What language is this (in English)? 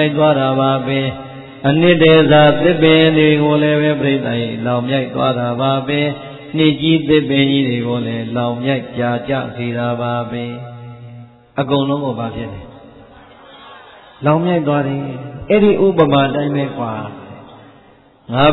Burmese